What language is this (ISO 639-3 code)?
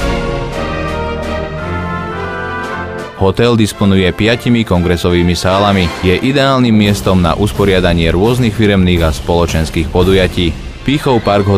slk